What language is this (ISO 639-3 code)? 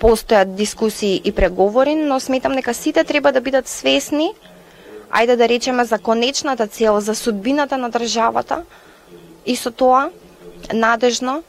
mkd